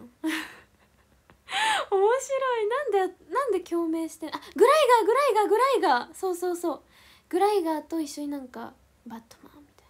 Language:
Japanese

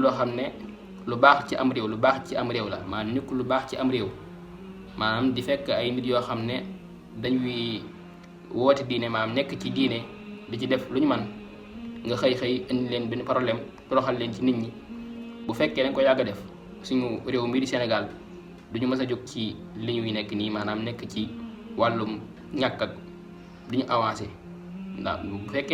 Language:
Wolof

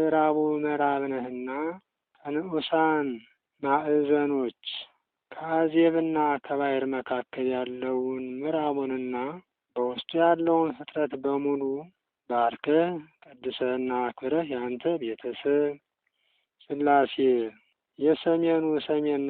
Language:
Amharic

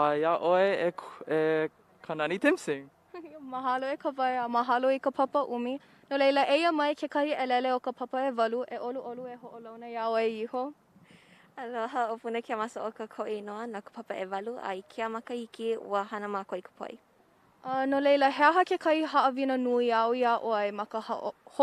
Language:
Hawaiian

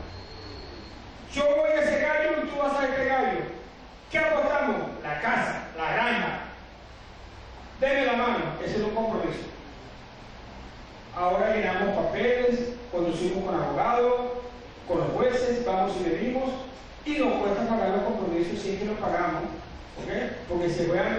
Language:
Spanish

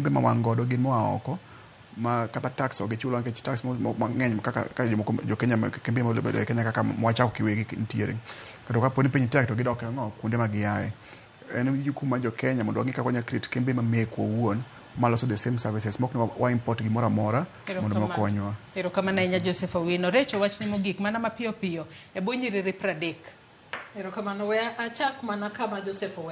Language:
Luo (Kenya and Tanzania)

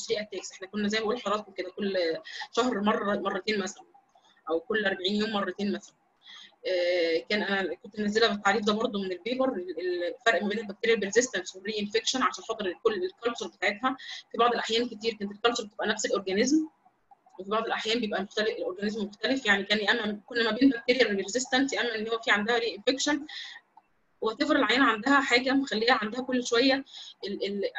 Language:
Egyptian Arabic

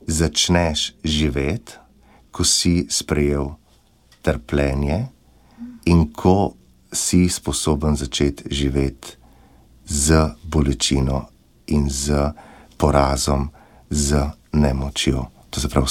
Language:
Slovenian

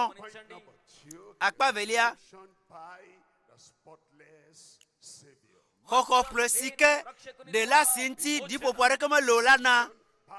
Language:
Ewe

